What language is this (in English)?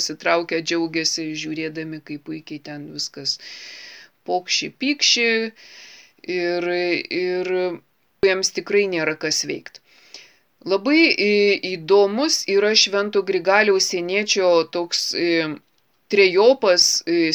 Lithuanian